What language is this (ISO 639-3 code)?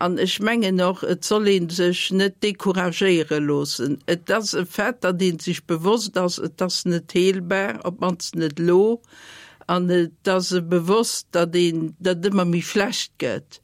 ltz